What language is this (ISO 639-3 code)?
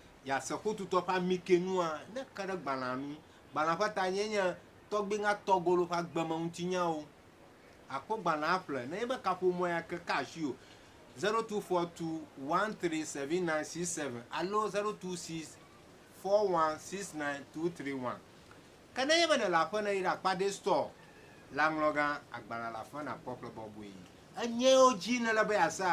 ewe